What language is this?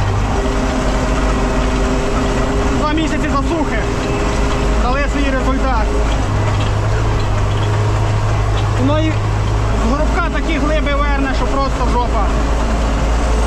Ukrainian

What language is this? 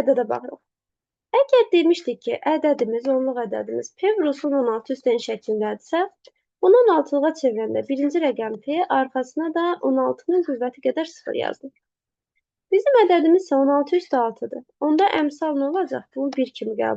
Azerbaijani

